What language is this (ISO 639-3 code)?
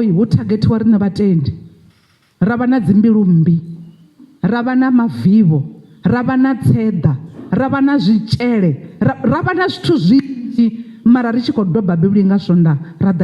ven